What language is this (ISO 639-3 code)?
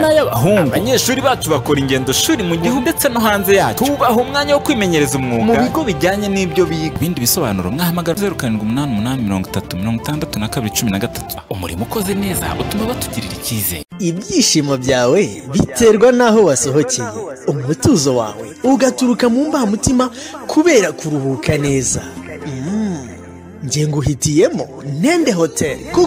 kin